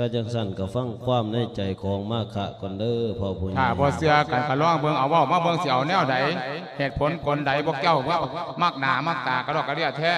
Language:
Lao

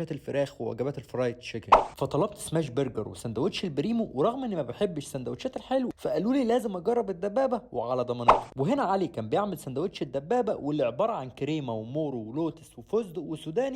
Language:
Egyptian Arabic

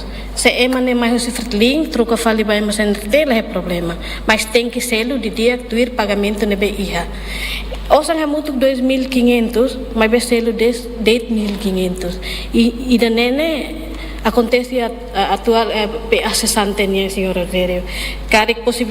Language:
Tetum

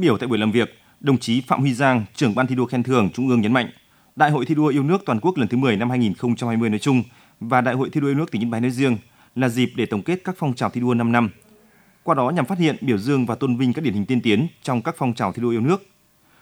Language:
Vietnamese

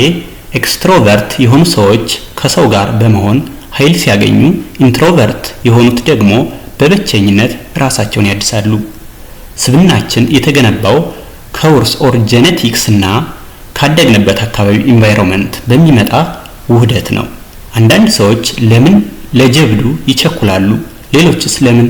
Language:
Amharic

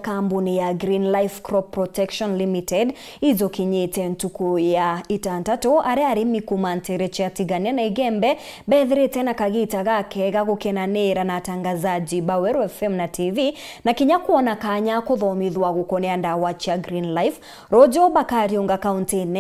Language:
Meru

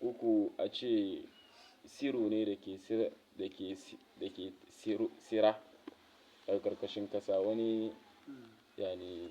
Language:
Hausa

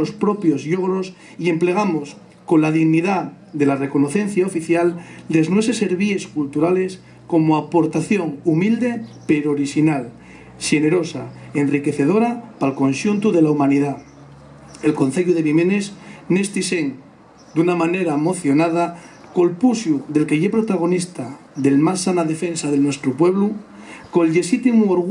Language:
Asturian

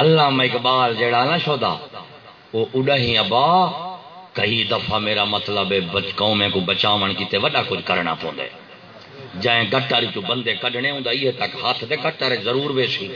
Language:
Saraiki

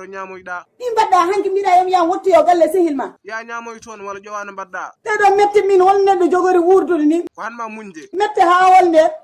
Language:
Fula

